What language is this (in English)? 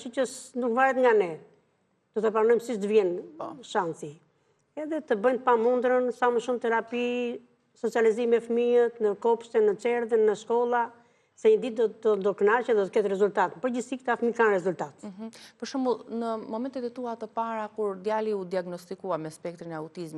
Albanian